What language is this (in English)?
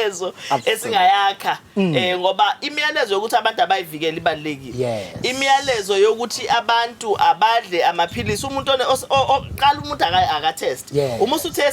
Zulu